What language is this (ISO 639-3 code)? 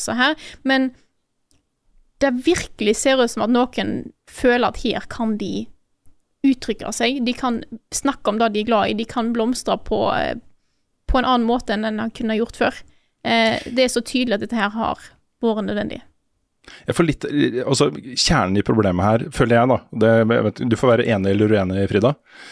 nor